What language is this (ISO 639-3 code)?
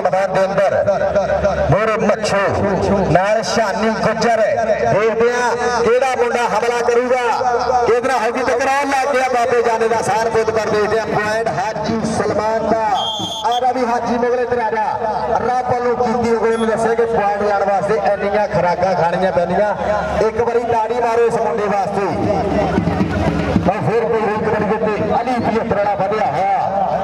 pan